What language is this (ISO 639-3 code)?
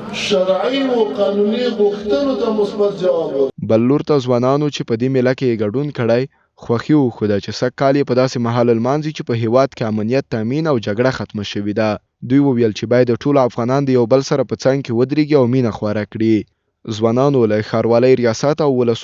pus